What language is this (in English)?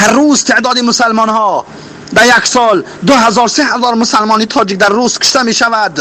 Tajik